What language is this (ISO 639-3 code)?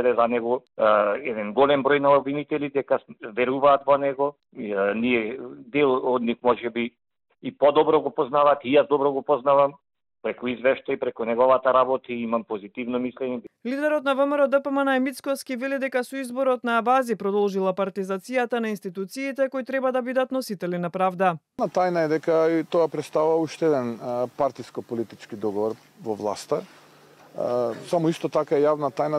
mkd